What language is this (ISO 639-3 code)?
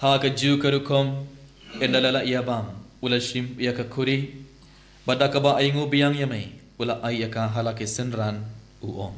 kha